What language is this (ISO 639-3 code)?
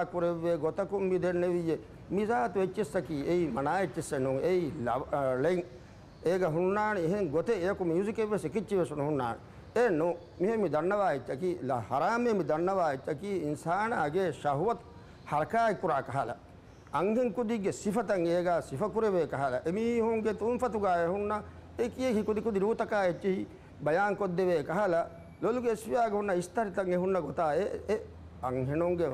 div